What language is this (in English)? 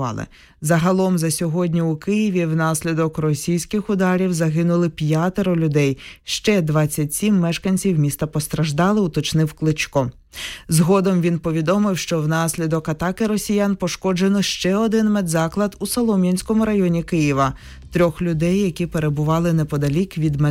Ukrainian